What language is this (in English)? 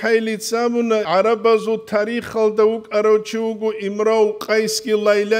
Avaric